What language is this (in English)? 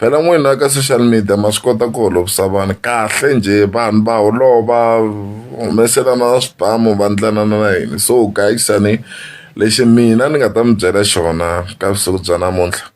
Tsonga